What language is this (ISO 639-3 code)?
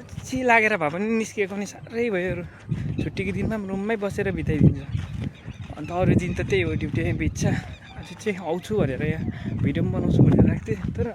nep